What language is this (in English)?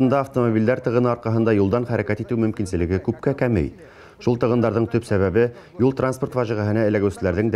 Bashkir